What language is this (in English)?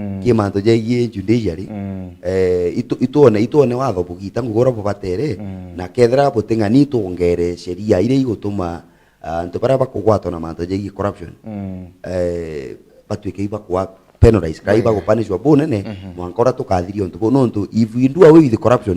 Meru